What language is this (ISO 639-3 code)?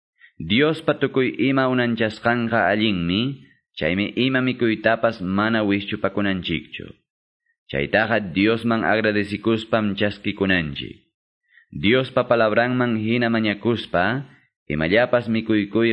que